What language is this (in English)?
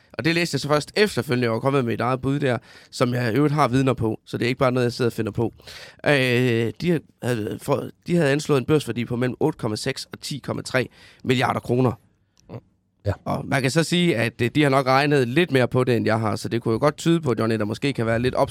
Danish